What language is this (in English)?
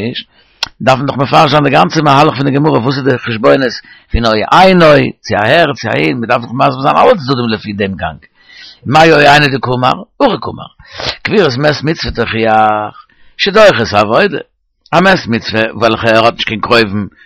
Yiddish